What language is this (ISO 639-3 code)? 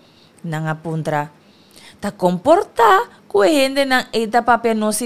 pap